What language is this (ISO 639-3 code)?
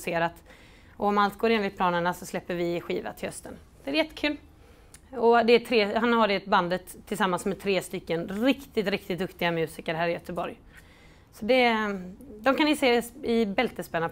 swe